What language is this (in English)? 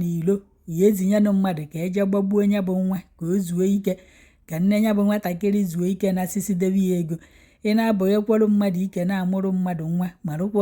Igbo